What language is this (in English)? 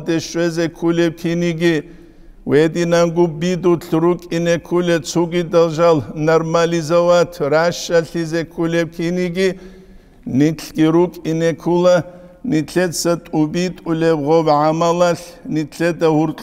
Avaric